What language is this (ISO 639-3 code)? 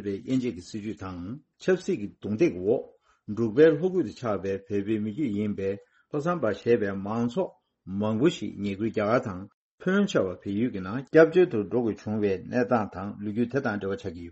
bod